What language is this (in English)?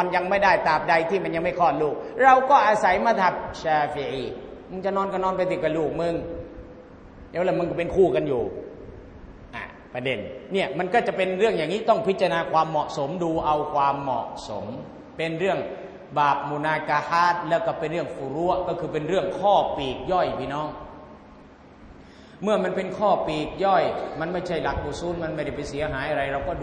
Thai